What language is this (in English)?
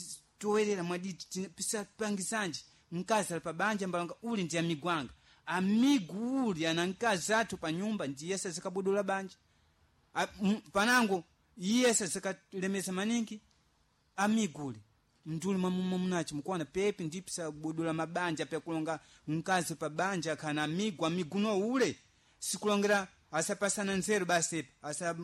Sena